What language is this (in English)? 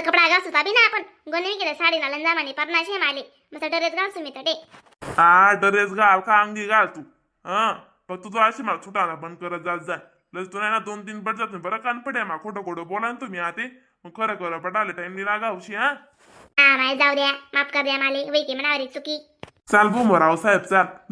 Khandesi